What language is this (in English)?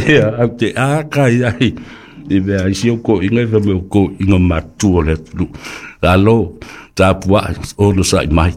Samoan